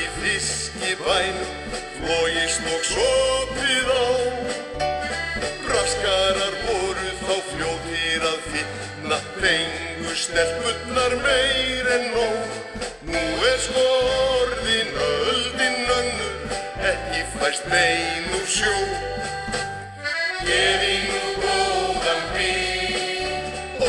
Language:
Icelandic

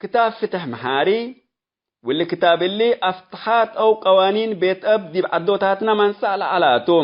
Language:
Tigre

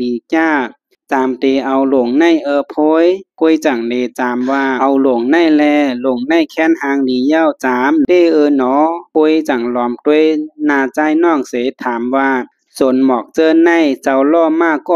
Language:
Shan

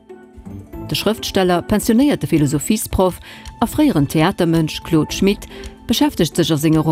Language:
Luxembourgish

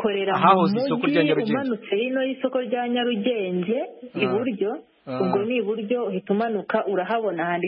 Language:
Kinyarwanda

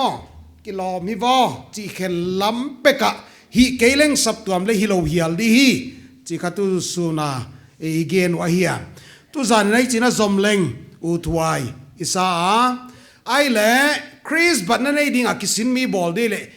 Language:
Paite Chin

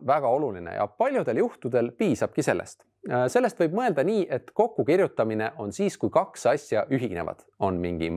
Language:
Estonian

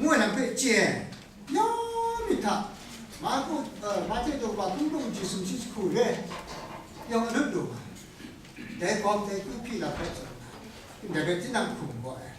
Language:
Kachin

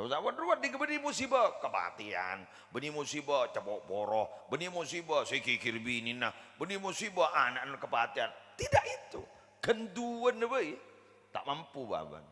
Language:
Madurese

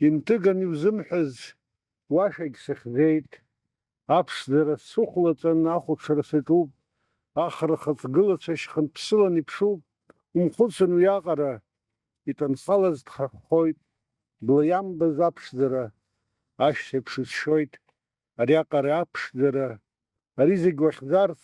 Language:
Abkhazian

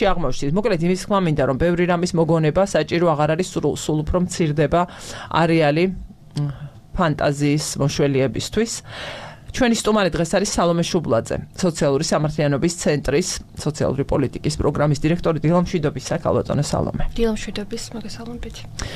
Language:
Georgian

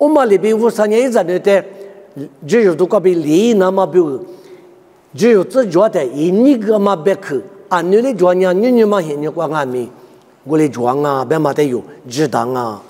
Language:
Lisu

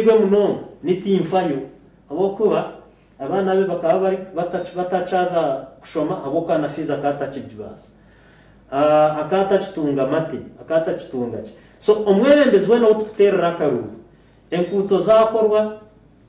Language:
Nyankole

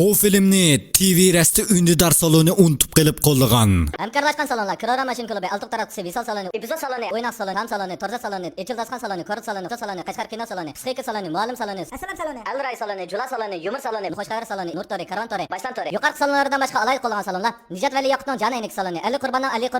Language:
Uyghur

